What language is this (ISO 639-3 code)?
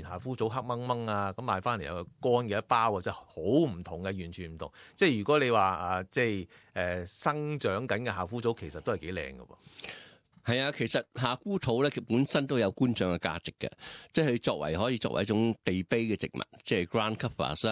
yue